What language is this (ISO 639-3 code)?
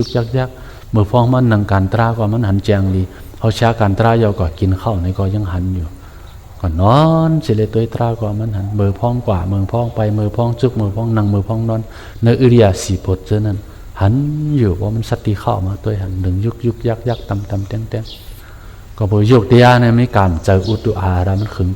shn